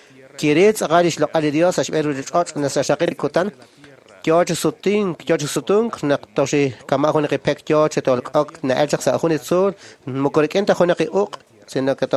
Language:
Kekchí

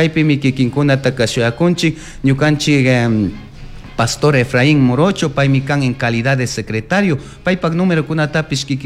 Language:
Chimborazo Highland Quichua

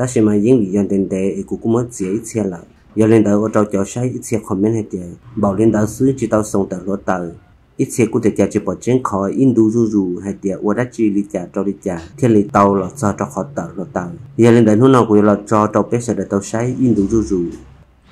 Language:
Hmong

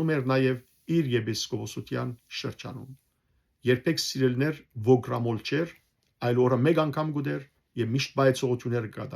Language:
Western Armenian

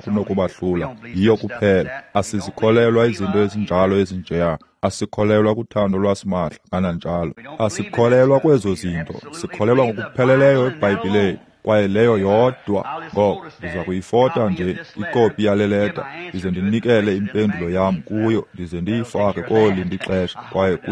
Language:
Xhosa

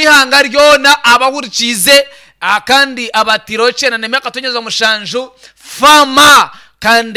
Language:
Nyankole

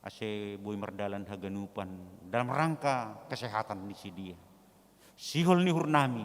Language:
Batak Simalungun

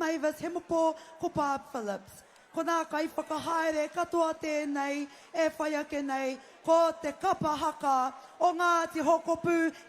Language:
Māori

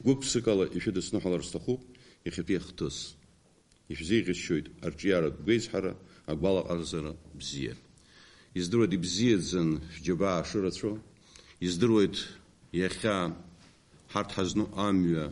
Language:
Abkhazian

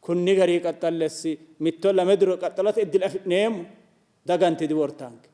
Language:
Sidamo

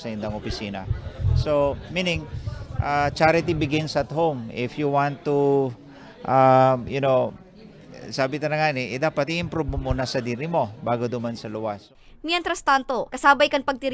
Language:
Bikol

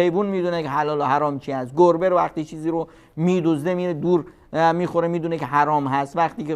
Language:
Persian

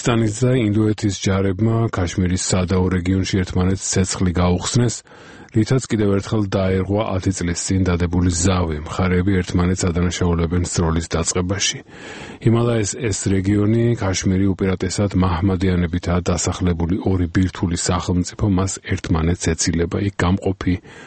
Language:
Georgian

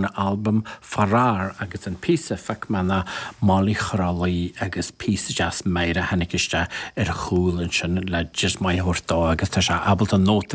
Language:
Irish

